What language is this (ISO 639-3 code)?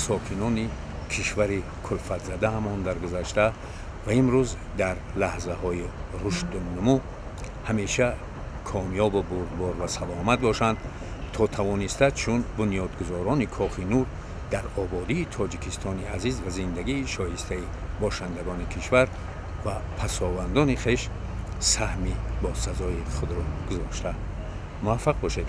tgk